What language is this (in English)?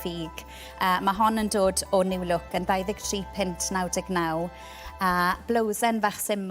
Welsh